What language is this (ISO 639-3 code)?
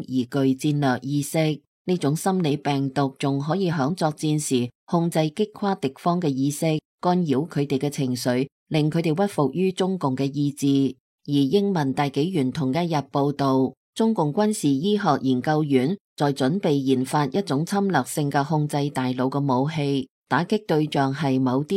yue